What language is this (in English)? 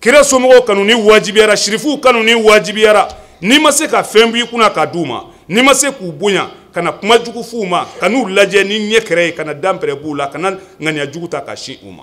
Bambara